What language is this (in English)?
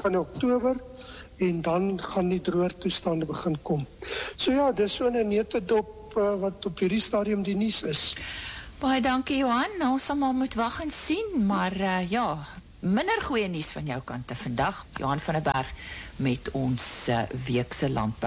Afrikaans